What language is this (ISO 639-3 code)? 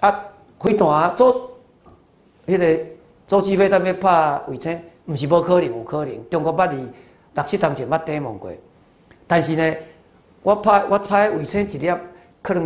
nan